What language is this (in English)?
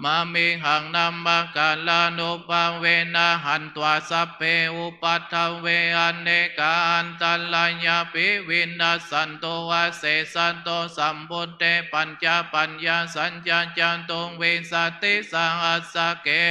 Pali